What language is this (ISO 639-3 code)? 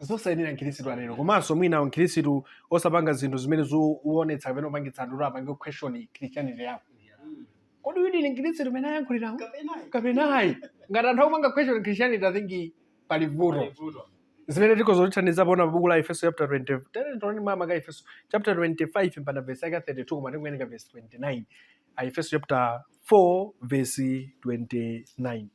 nya